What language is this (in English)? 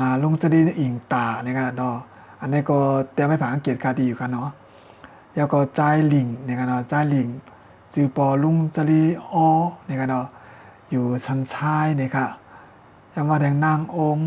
Shan